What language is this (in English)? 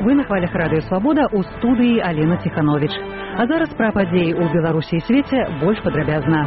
Belarusian